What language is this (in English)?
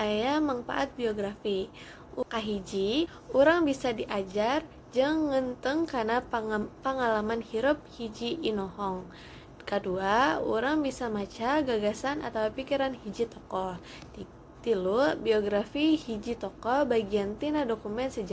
Sundanese